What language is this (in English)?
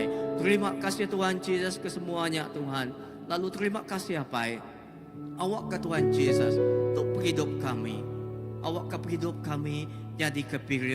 Iban